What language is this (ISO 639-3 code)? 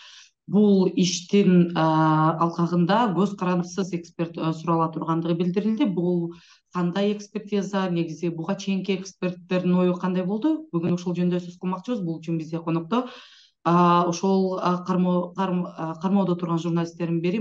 kir